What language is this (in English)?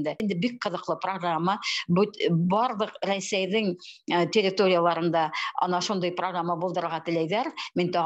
Bashkir